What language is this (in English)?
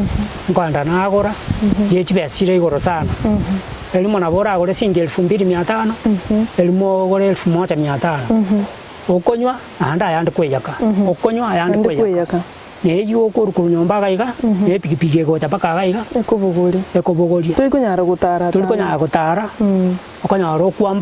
Gusii